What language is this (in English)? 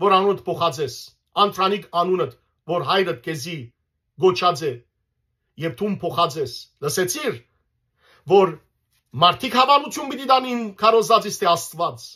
Western Armenian